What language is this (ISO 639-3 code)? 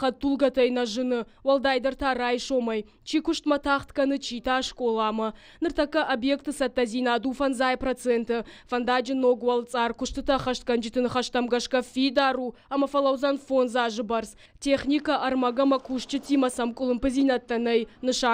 oss